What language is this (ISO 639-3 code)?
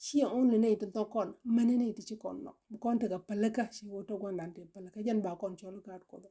nus